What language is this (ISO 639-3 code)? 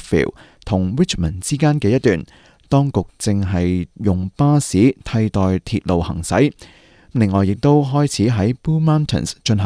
yue